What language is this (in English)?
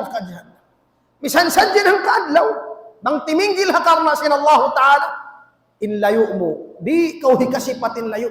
Tausug